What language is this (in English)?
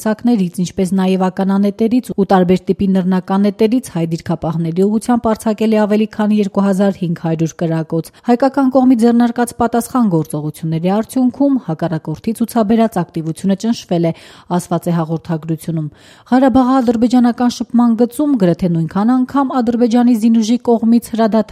Armenian